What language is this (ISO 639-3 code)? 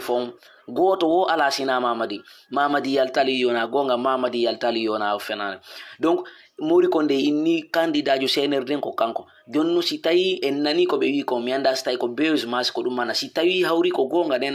ful